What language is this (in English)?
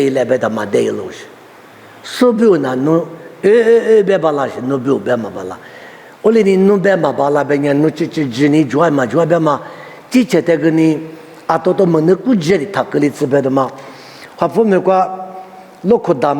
Lisu